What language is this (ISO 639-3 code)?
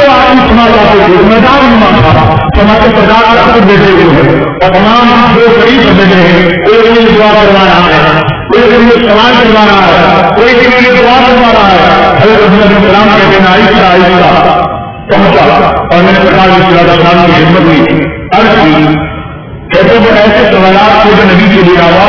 urd